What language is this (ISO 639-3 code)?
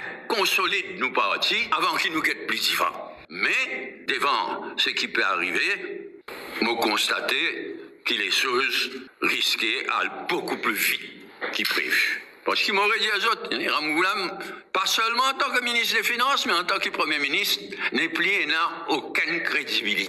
mfe